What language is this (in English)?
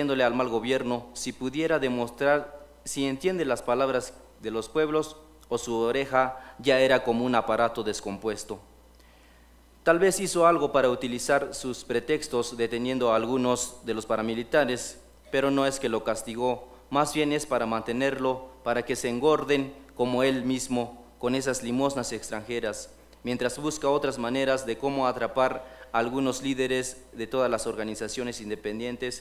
Spanish